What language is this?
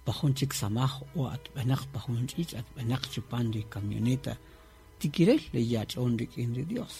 Kaqchikel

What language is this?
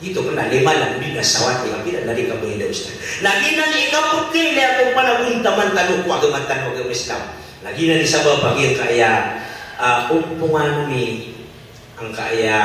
Maranao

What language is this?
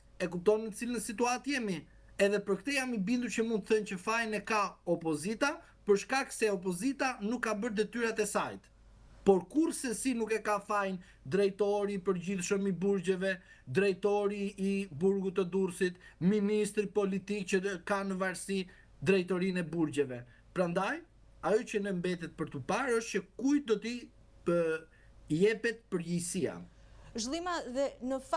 Albanian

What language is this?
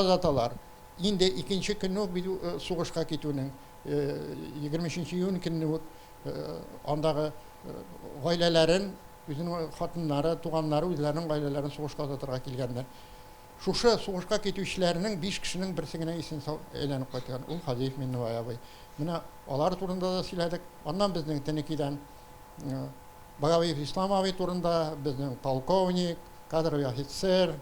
Tatar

